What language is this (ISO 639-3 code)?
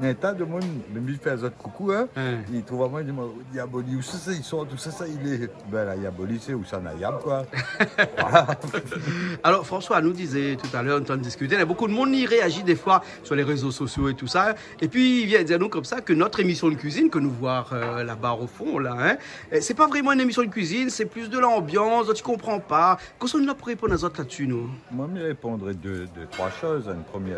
rcf